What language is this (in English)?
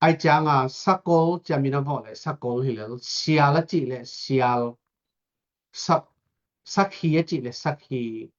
Tedim Chin